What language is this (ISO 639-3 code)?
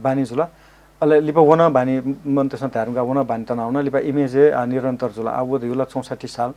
new